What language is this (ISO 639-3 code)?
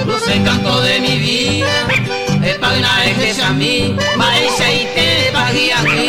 grn